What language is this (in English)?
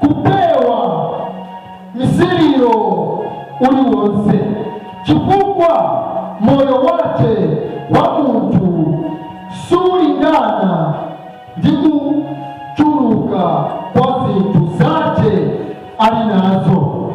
Nyanja